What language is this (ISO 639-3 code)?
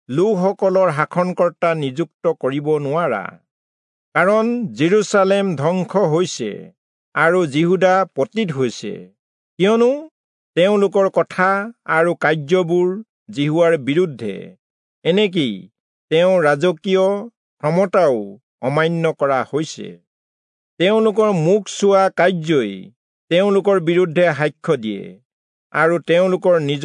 asm